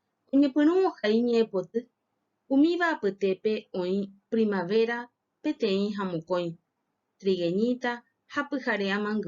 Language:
Guarani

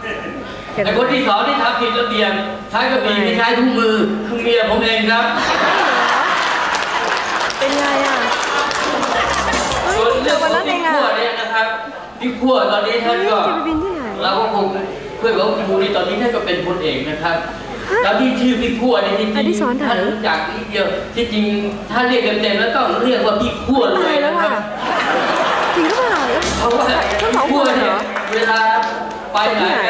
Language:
Thai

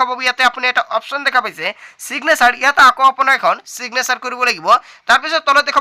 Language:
Assamese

